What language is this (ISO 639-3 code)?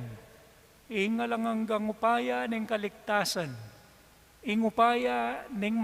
pam